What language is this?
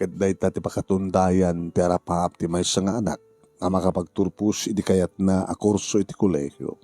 Iloko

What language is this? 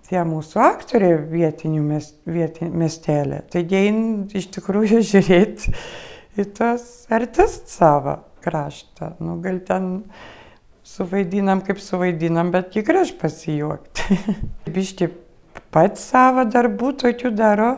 Lithuanian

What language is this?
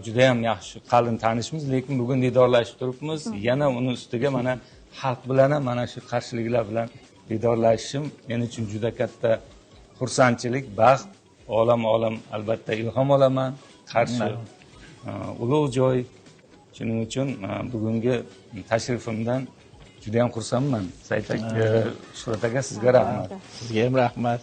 Uzbek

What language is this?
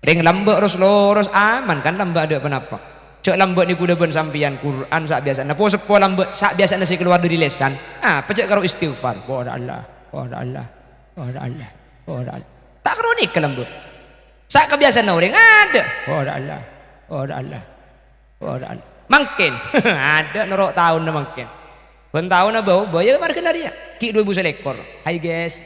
Madurese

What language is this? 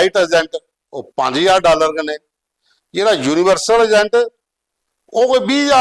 Dogri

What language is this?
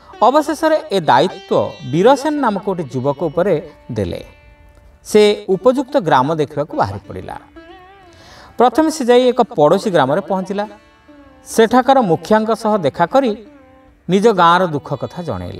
Odia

